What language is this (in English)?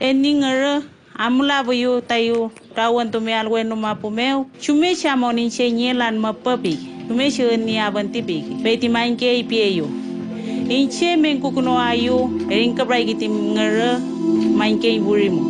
Mapuche